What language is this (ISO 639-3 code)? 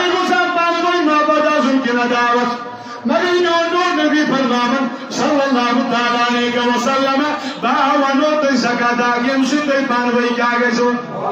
kas